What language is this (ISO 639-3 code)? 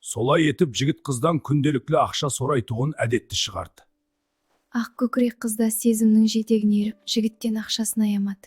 kaa